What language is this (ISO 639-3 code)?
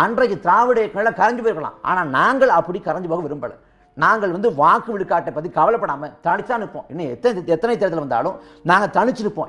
tam